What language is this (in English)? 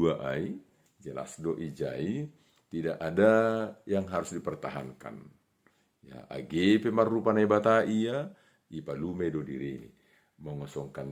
Batak Simalungun